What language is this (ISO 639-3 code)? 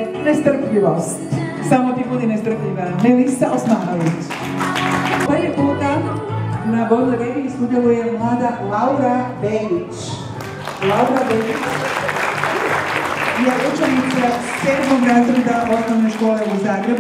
hrv